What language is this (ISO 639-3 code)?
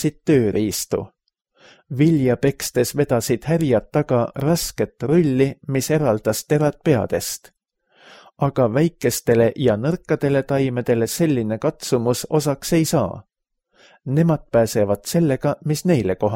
est